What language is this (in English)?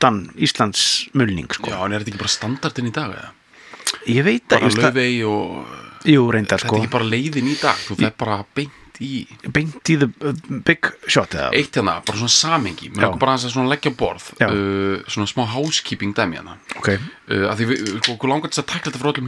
Icelandic